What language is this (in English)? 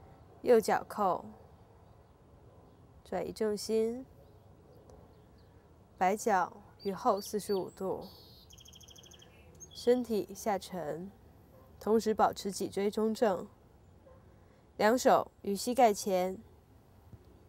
Chinese